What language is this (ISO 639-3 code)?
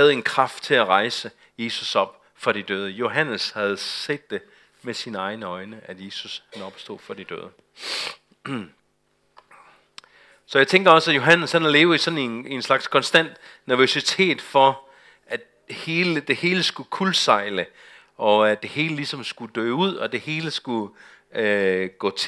dan